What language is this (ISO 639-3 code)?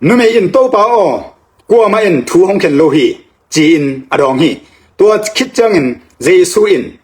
ctd